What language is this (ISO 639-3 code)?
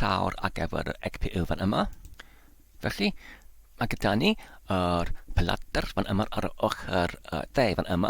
cym